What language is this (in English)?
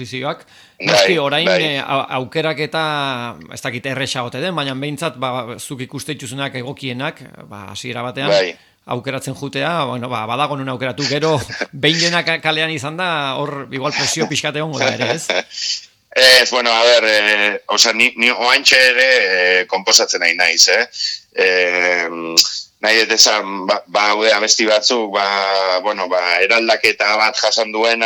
Basque